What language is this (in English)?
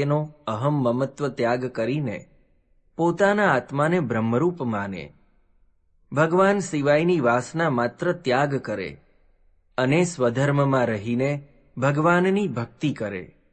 Gujarati